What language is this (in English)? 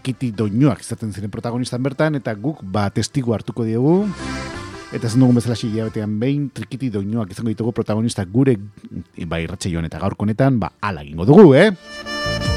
Basque